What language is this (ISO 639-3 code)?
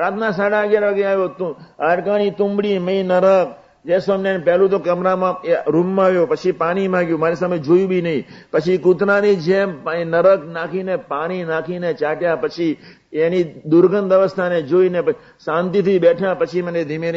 guj